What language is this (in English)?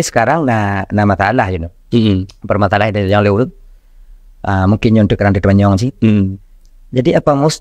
Achinese